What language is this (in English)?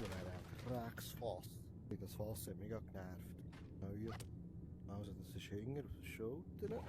Swiss German